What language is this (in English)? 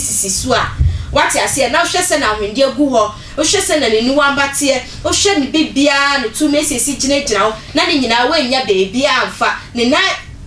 Akan